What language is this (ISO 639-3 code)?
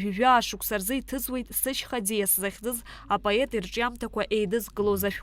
abk